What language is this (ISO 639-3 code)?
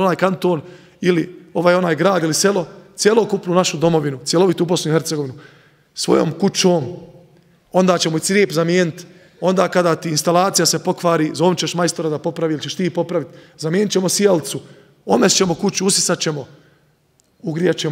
bos